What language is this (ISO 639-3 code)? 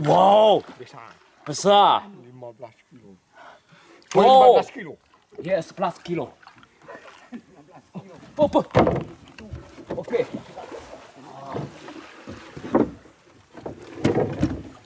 msa